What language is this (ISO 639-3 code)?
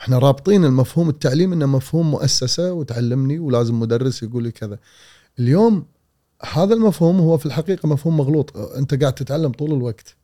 afb